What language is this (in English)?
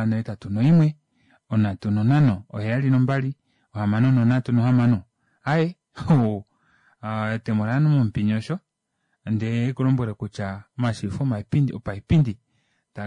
Kuanyama